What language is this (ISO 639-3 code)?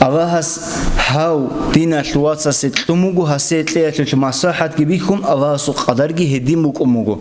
ava